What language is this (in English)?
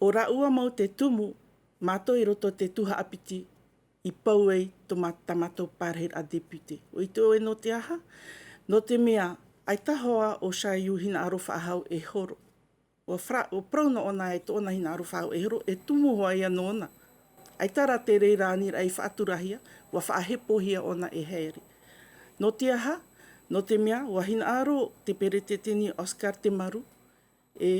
Tahitian